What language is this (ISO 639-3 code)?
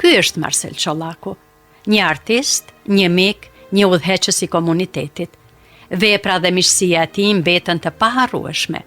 sqi